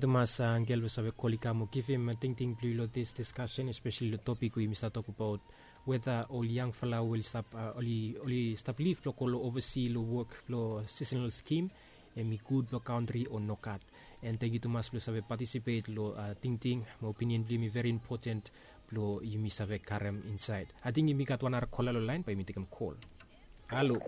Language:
Bislama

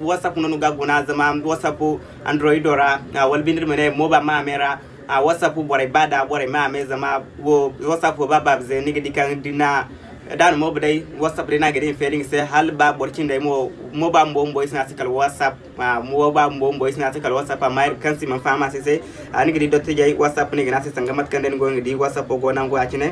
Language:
Zarma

